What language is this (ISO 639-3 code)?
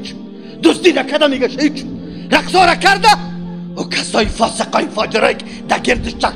fas